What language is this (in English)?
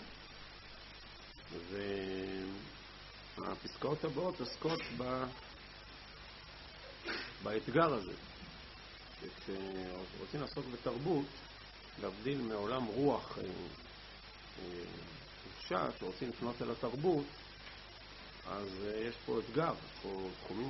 Hebrew